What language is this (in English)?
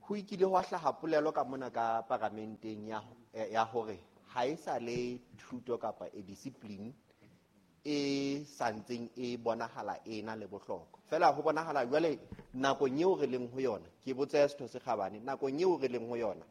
Southern Sotho